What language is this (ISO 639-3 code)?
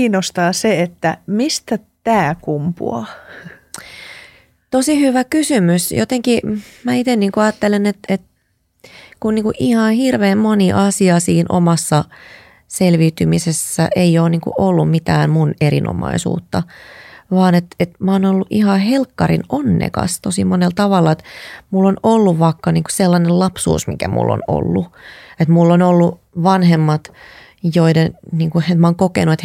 fin